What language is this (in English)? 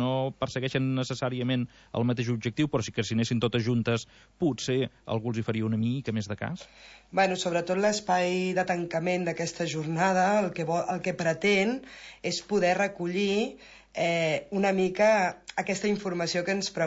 Catalan